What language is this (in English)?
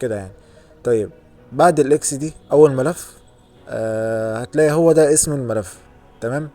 Egyptian Arabic